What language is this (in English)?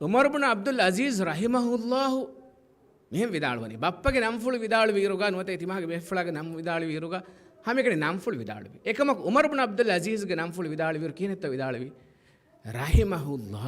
Divehi